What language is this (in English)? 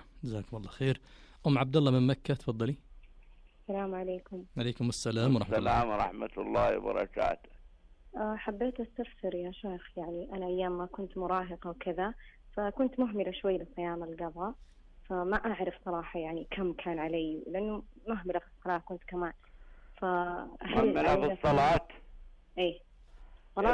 Najdi Arabic